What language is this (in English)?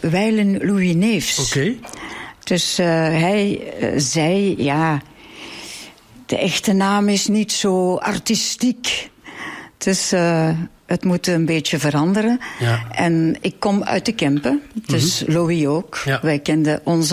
Dutch